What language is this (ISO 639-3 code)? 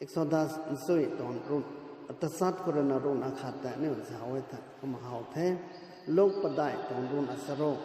nbu